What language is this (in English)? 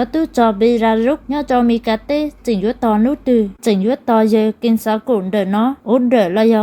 Hmong